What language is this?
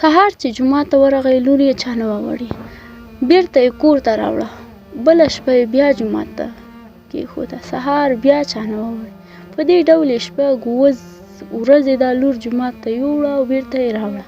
Pashto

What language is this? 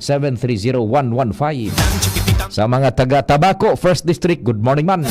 Bikol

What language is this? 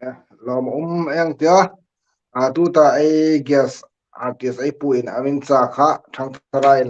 Hmar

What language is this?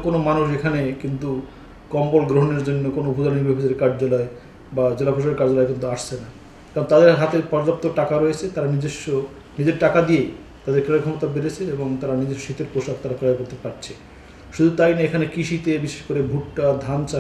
Bangla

